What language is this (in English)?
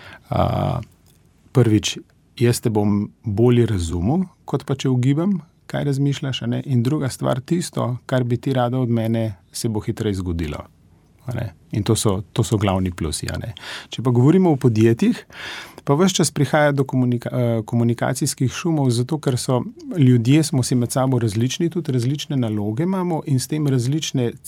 Slovenian